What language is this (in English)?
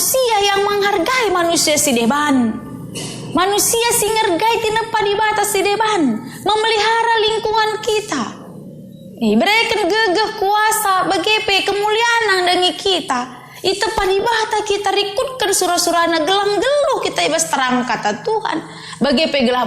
Batak Karo